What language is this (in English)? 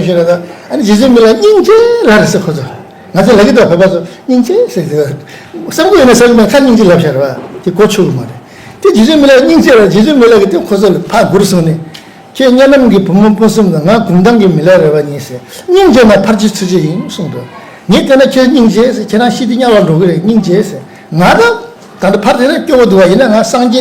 Tibetan